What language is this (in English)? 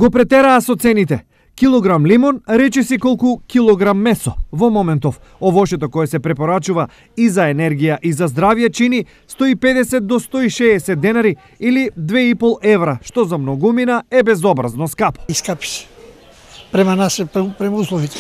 Macedonian